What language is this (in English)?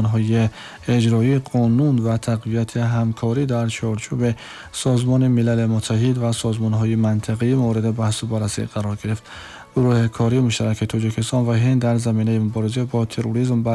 Tajik